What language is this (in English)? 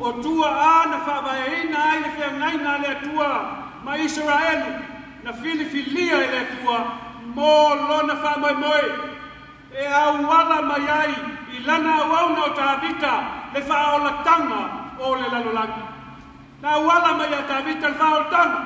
Samoan